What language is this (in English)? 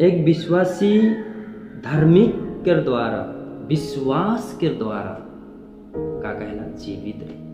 Sadri